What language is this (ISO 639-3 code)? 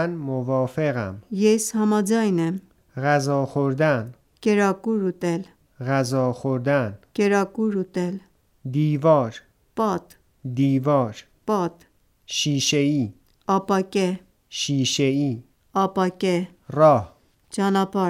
hye